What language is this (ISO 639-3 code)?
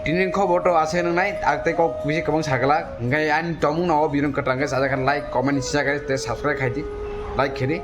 trp